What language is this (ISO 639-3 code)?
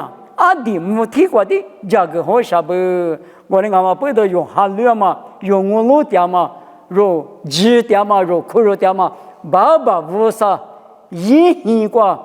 lis